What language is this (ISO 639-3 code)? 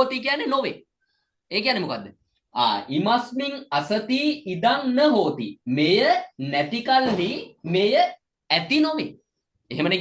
sin